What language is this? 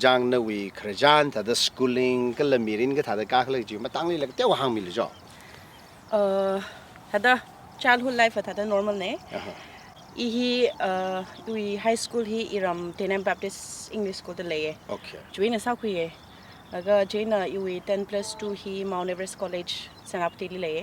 Tangkhul Naga (India)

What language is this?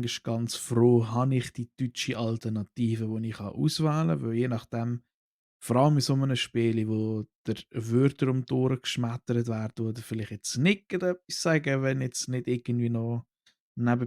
Swiss German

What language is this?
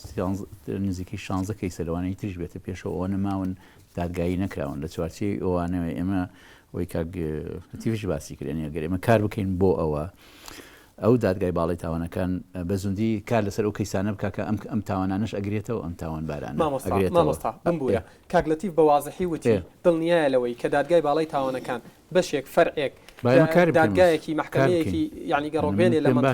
Central Kurdish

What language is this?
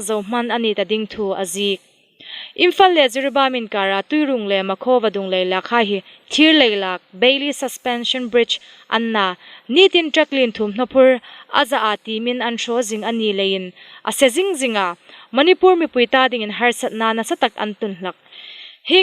Hmar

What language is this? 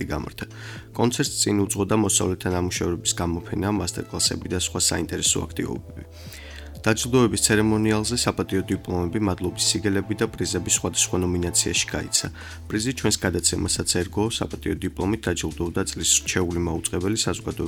Georgian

